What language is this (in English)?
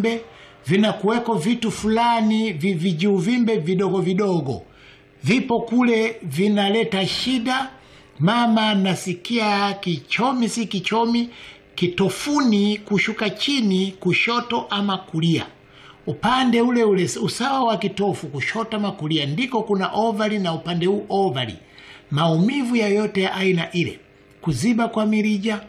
Swahili